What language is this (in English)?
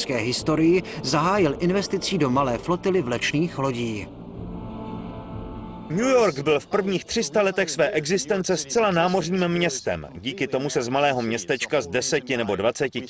Czech